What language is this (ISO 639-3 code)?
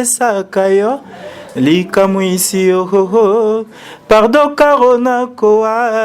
lin